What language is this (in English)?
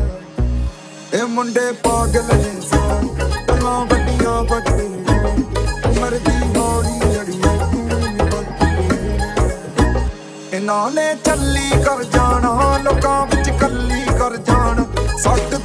Punjabi